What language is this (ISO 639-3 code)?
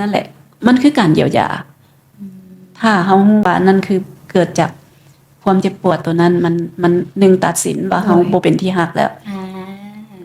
lao